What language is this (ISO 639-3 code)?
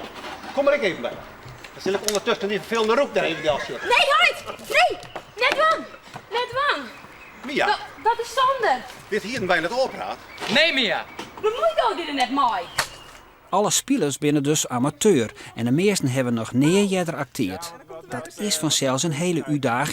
fry